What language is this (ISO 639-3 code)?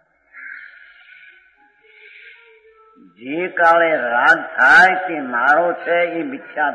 guj